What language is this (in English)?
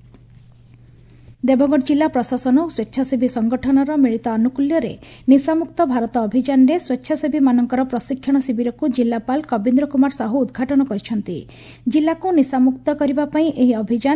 Odia